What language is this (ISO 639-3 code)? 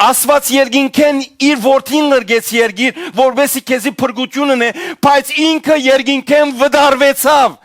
hyw